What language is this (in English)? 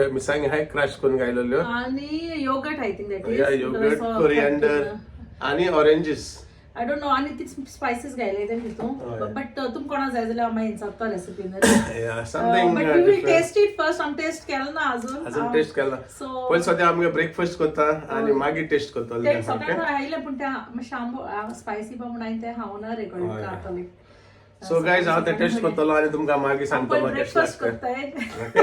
Konkani